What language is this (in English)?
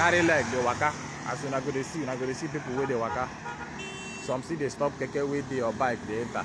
Nigerian Pidgin